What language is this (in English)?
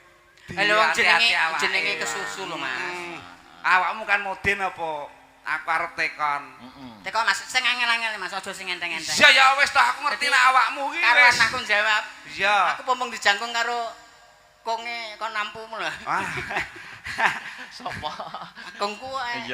Javanese